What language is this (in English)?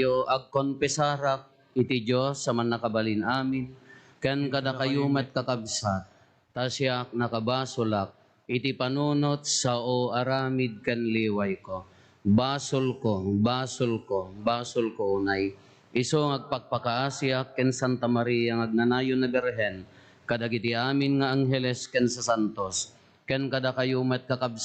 Iloko